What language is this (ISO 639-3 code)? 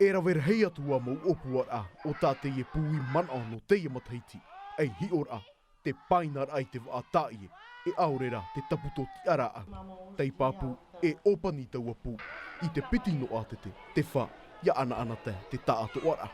tah